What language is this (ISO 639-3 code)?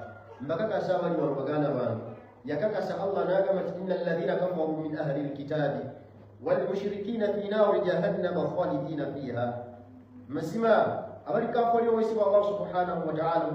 lug